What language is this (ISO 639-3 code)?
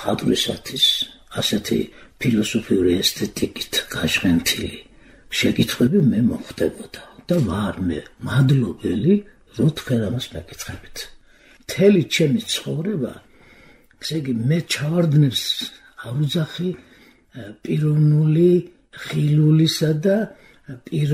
kat